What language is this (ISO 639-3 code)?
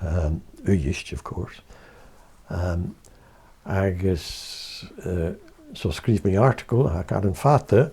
gla